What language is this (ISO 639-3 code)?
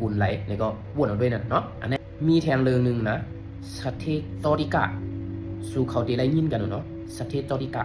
shn